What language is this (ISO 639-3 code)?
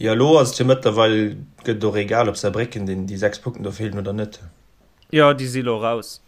ltz